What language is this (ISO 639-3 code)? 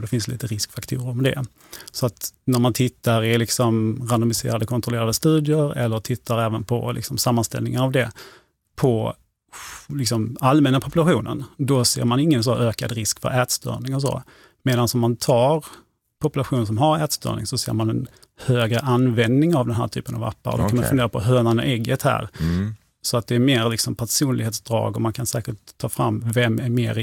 swe